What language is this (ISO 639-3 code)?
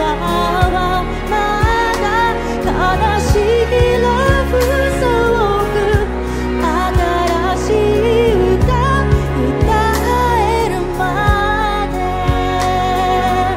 jpn